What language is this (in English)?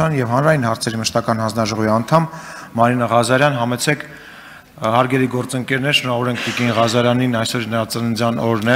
Armenian